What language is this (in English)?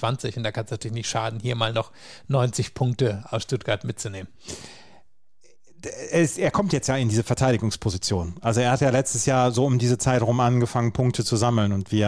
German